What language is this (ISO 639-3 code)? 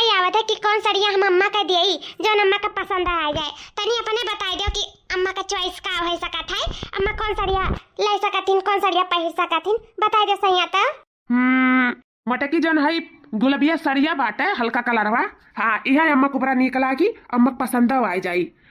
awa